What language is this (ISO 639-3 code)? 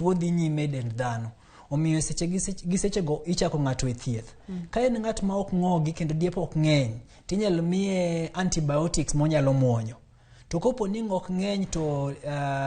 luo